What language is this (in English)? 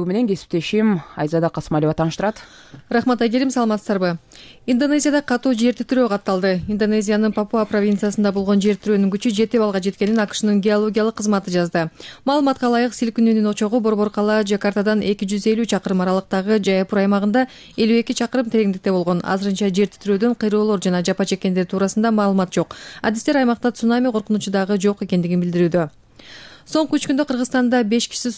Kyrgyz